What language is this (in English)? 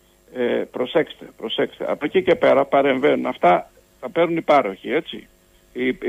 Greek